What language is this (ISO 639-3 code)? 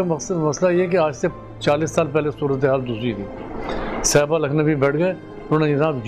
urd